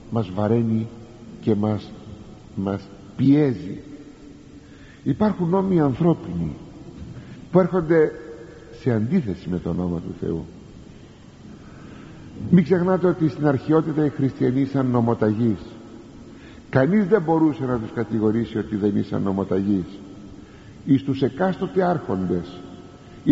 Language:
Greek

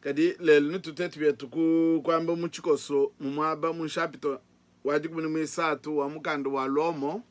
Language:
Luba-Lulua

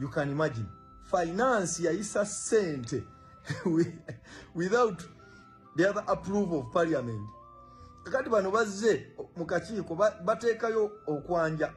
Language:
Ganda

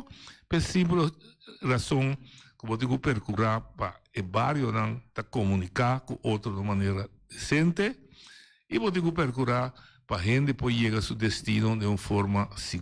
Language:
Papiamento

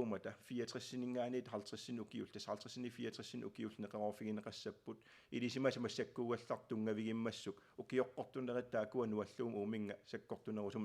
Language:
Kalaallisut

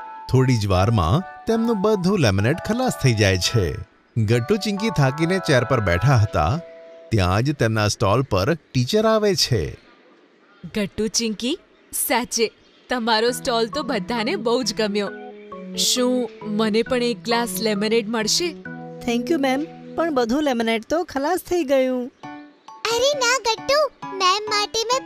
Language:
Gujarati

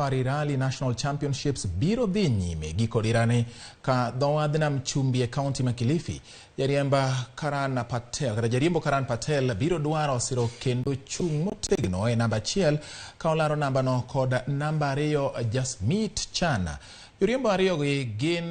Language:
Luo (Kenya and Tanzania)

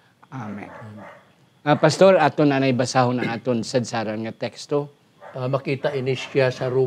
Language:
Hiligaynon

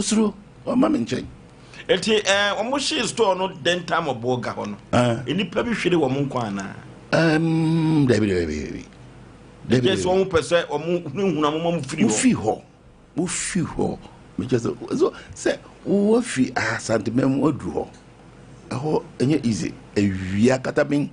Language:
Akan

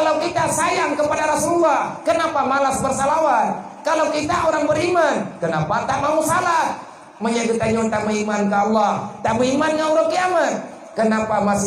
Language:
Achinese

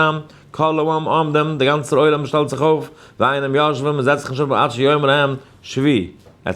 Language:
Yiddish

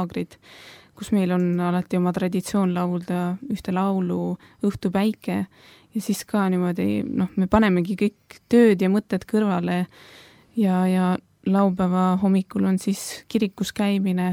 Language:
Estonian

